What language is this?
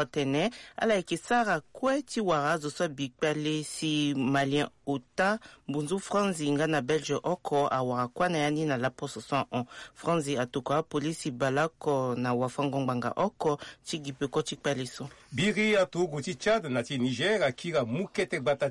Sango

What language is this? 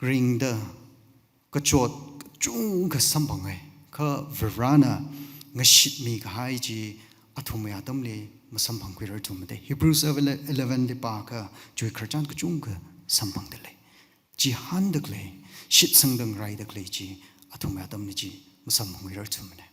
Tangkhul Naga (India)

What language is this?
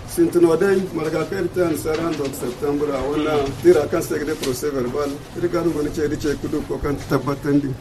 Zarma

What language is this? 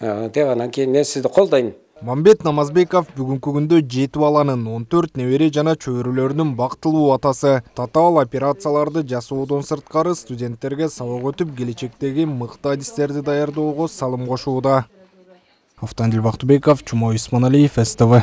Kyrgyz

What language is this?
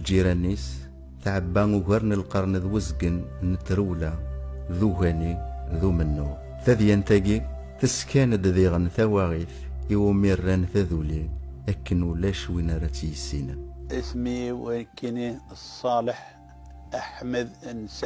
Kabyle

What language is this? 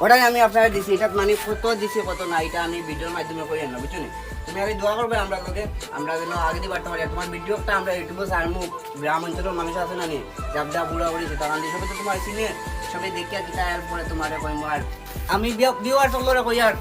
Sylheti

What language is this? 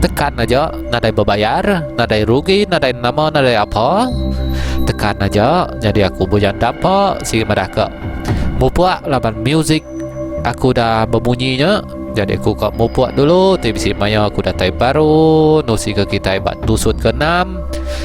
Iban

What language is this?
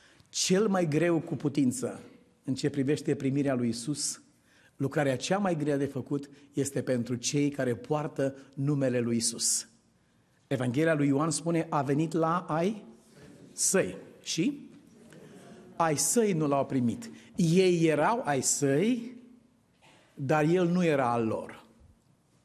Romanian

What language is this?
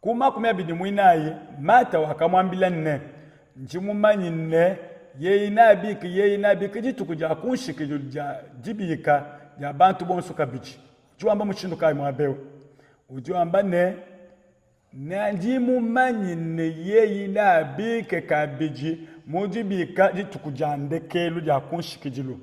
Luba-Lulua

